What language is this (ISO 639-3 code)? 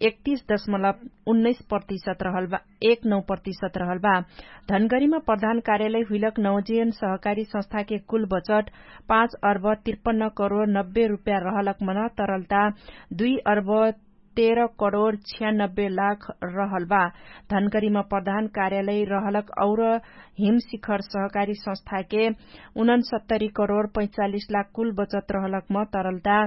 thl